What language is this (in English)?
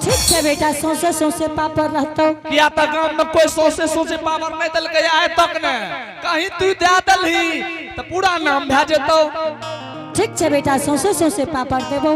Angika